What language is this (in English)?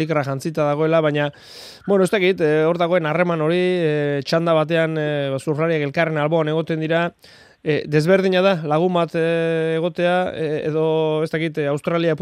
Basque